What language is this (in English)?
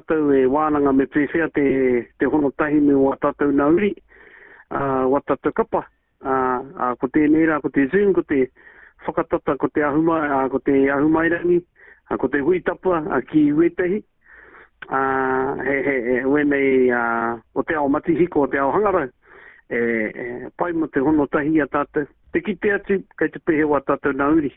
Māori